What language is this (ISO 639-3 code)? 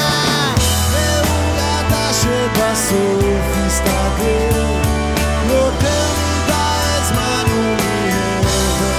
heb